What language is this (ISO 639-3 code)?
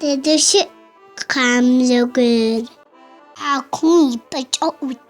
ady